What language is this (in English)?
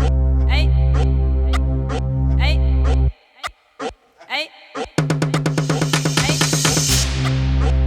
Zulu